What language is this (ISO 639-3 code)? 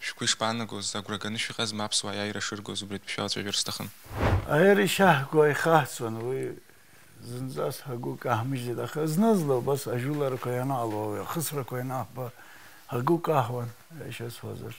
abk